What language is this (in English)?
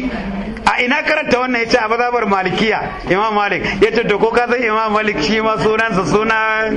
Hausa